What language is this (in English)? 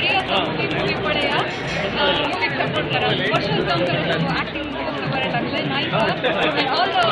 Konkani